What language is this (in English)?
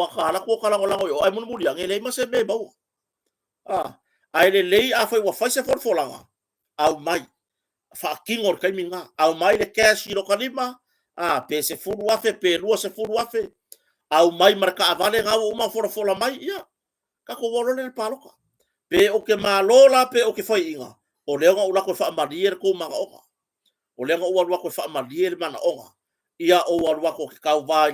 Samoan